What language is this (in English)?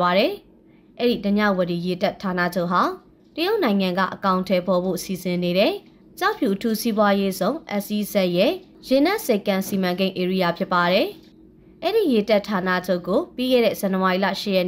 Burmese